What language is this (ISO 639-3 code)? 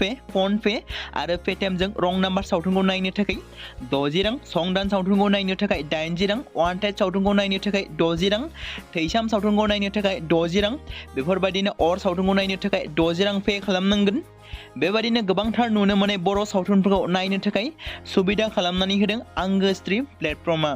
brx